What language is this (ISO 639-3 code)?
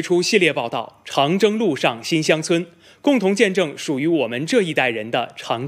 zho